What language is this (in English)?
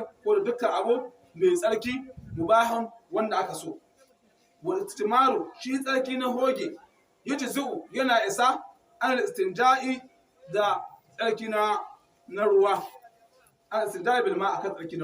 Hausa